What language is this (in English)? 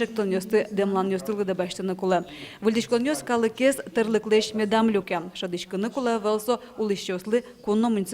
Udmurt